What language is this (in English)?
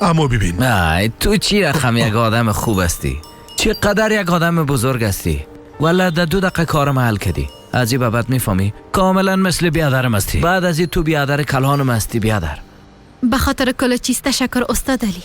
Persian